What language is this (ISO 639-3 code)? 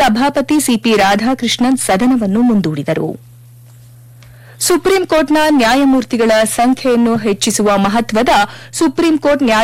kan